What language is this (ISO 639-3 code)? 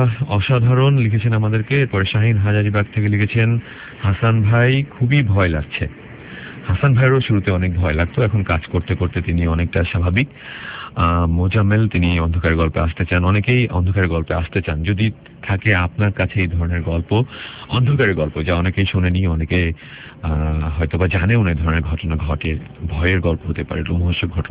ben